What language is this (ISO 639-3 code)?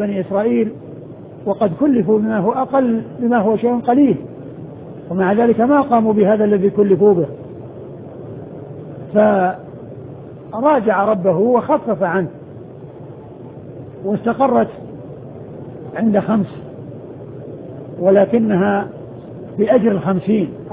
ara